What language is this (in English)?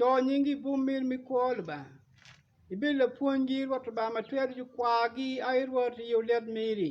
Acoli